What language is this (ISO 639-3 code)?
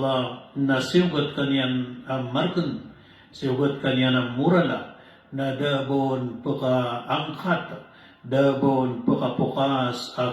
mrw